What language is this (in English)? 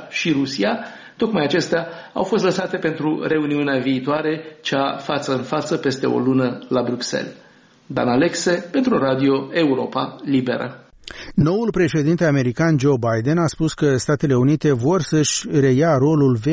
Romanian